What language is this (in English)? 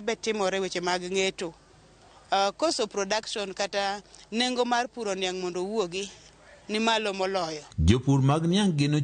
Luo (Kenya and Tanzania)